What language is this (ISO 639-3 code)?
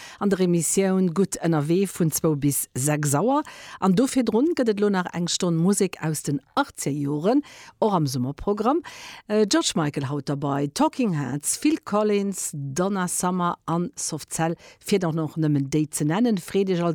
ltz